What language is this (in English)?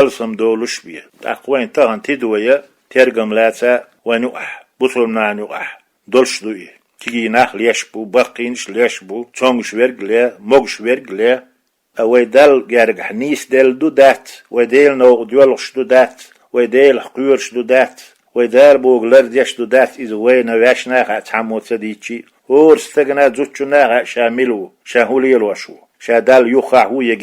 Chechen